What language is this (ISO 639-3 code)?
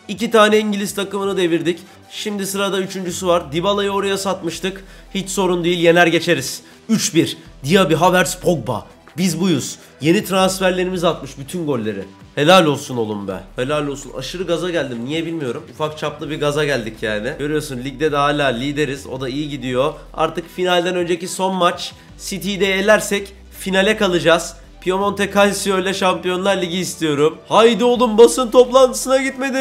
tur